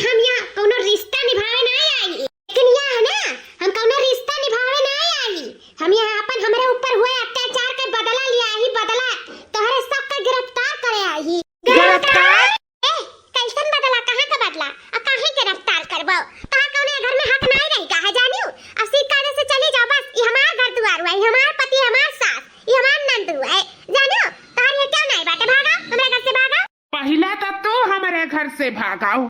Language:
Awadhi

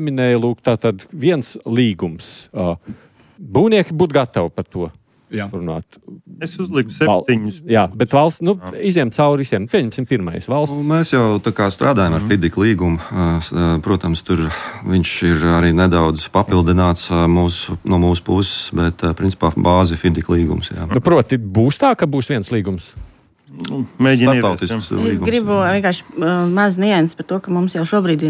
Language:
Latvian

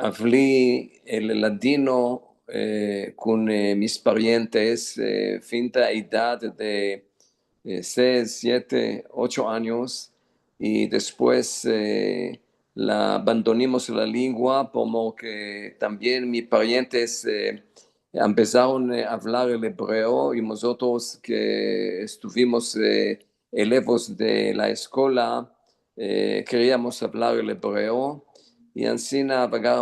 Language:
Ladino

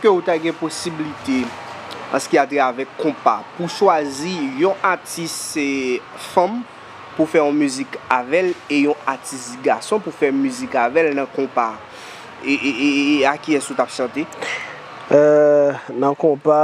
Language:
Haitian Creole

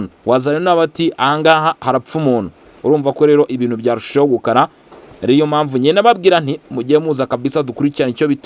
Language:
Kinyarwanda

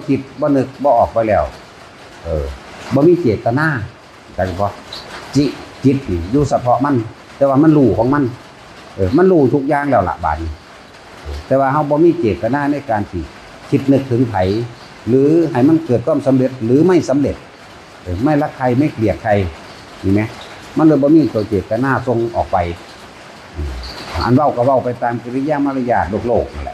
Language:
Northeastern Thai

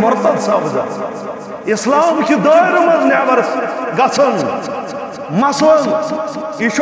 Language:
Kashmiri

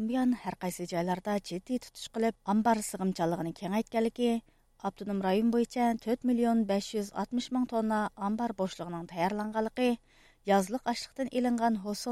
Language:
Uyghur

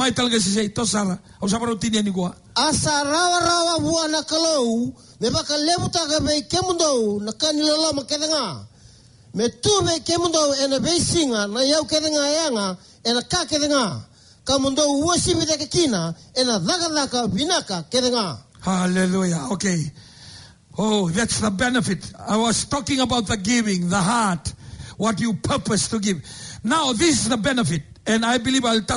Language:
Fijian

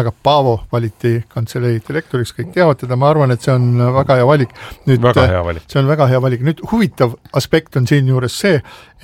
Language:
Estonian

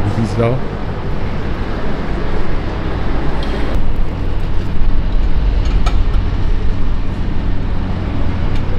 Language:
Polish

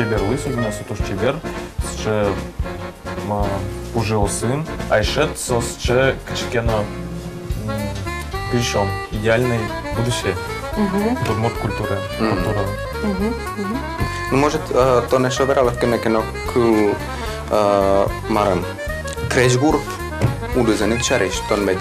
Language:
Udmurt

